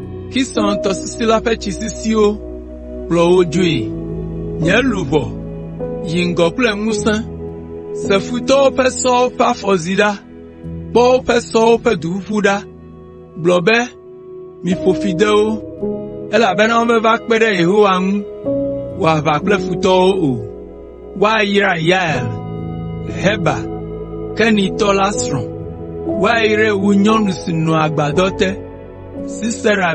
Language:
Ewe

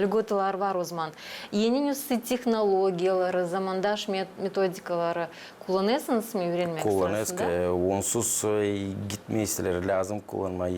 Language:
Gagauz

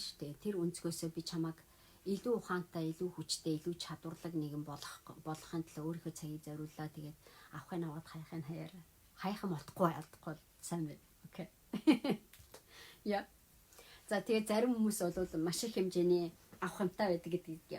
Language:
Mongolian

